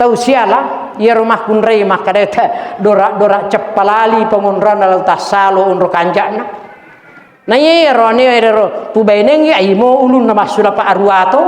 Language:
Buginese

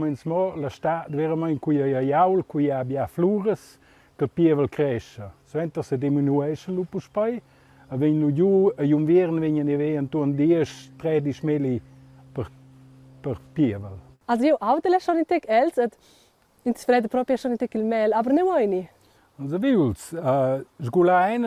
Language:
Romansh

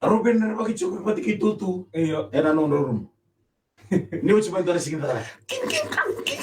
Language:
Fijian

